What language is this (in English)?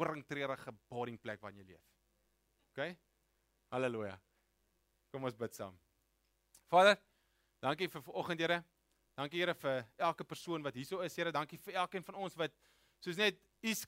Afrikaans